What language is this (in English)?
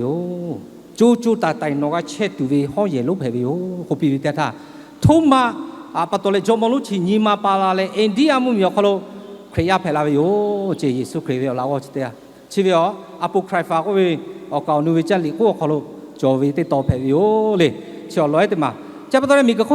Lahu